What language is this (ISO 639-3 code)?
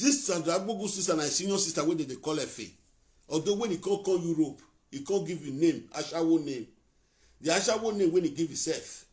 pcm